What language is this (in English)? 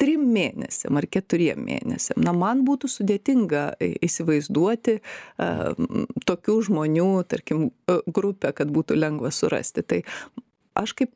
Lithuanian